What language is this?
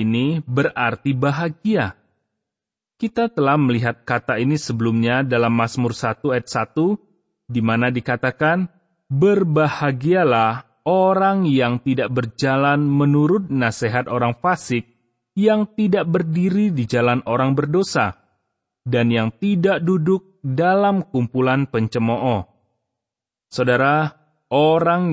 Indonesian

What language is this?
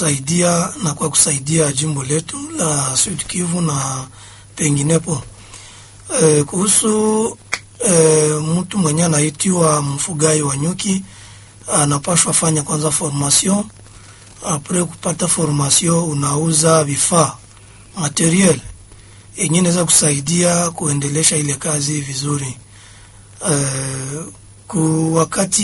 Swahili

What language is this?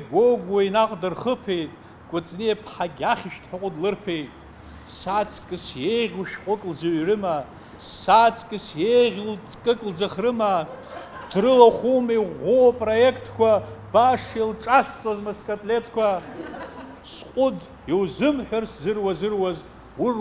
Abkhazian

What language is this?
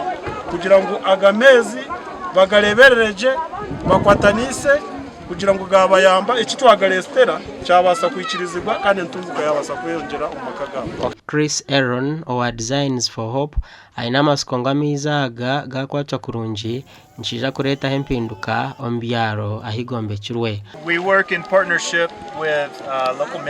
Nyankole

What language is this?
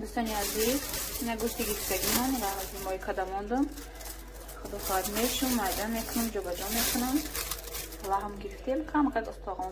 Tajik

